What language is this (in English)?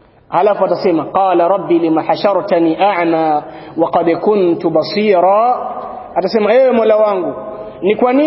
Swahili